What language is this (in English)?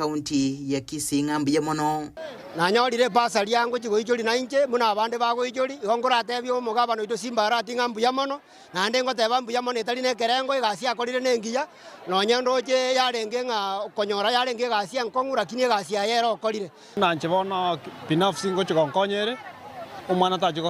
Gusii